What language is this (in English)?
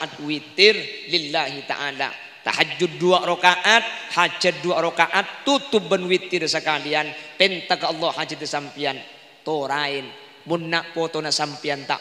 Madurese